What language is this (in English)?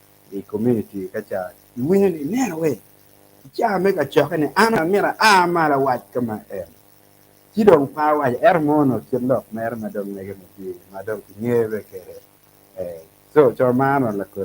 Acoli